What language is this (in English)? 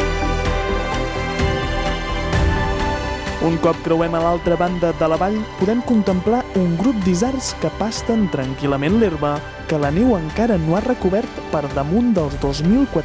Catalan